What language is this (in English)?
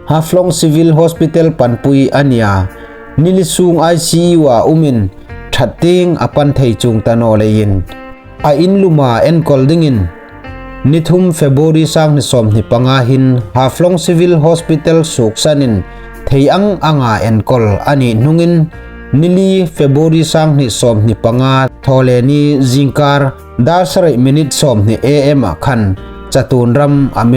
Hmar